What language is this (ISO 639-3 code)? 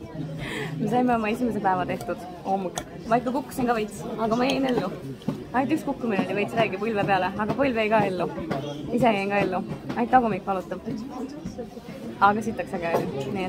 est